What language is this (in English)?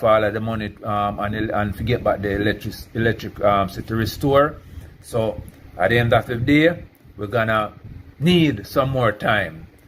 Jamaican Creole English